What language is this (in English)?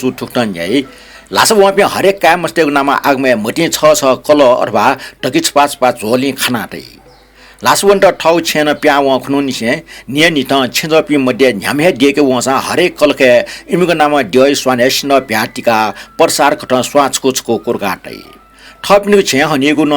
Newari